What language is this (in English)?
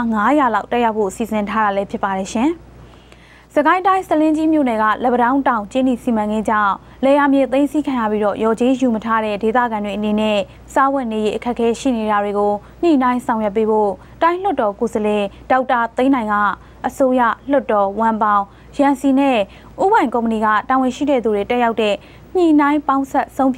Burmese